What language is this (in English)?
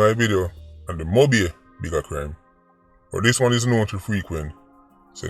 Jamaican Creole English